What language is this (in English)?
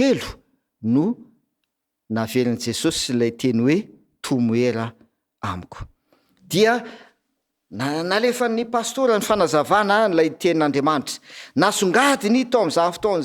Malagasy